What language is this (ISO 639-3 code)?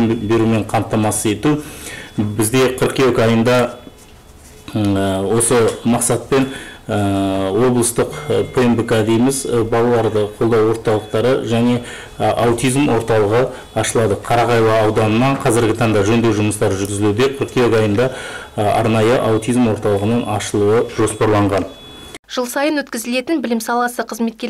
kaz